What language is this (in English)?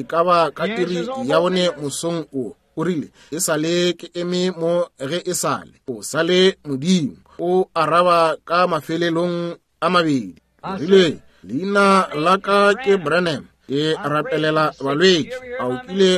Northern Sotho